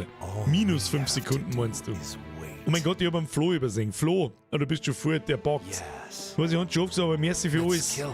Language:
Bavarian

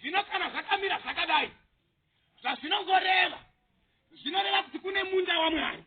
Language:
Shona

